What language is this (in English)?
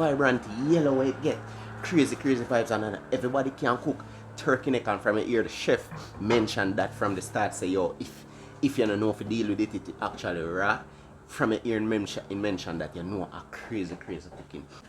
Jamaican Creole English